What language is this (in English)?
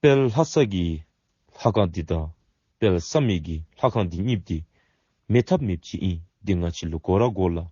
Dzongkha